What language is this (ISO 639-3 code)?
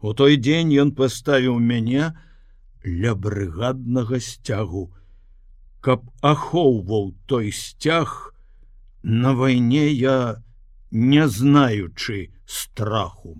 bel